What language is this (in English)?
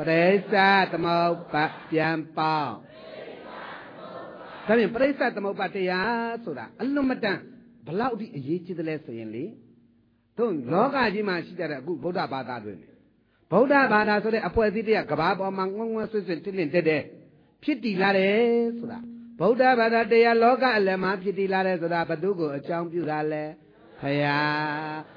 Burmese